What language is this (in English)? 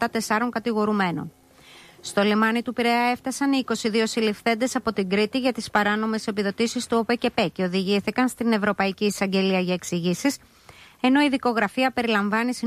Greek